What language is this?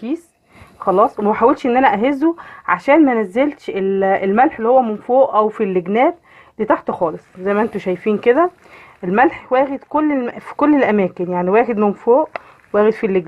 Egyptian Arabic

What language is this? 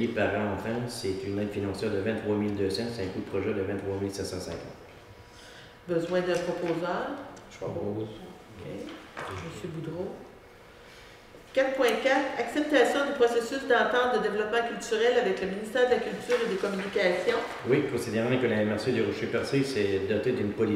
French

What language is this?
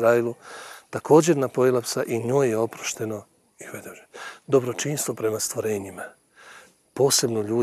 Bosnian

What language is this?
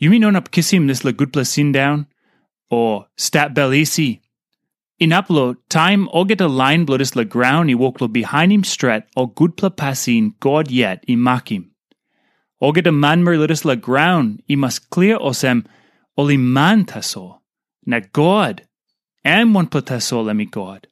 Tok Pisin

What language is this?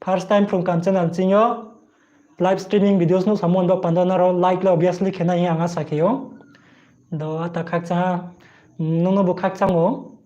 Riang (India)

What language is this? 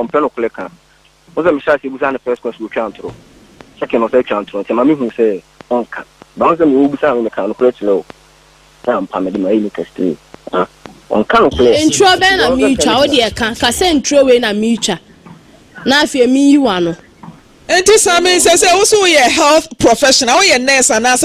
Akan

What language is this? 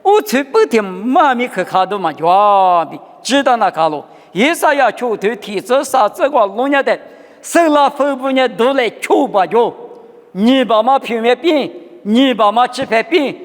Lisu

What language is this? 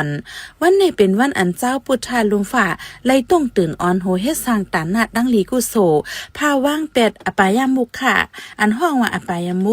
Shan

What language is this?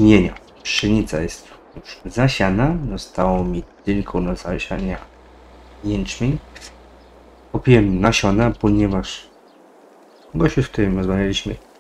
Polish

